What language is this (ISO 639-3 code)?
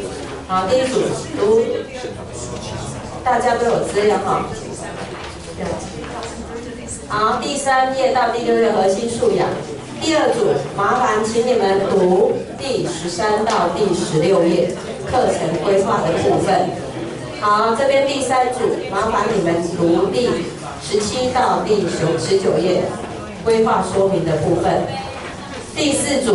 zho